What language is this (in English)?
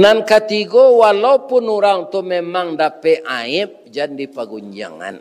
Minangkabau